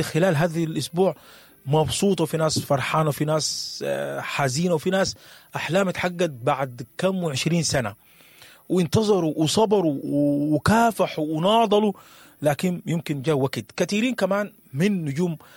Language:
Sudanese Arabic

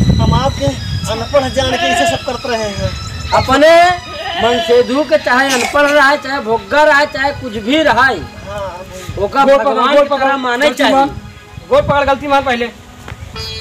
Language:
Awadhi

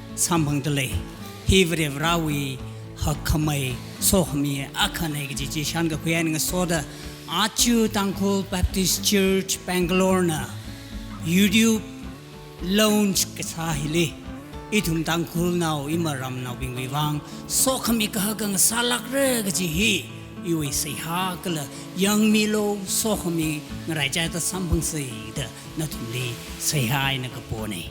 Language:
Tangkhul Naga (India)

